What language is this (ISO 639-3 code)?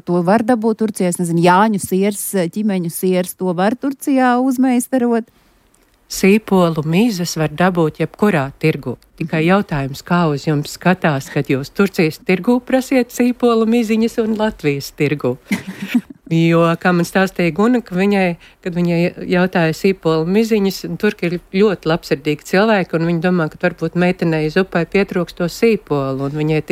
lav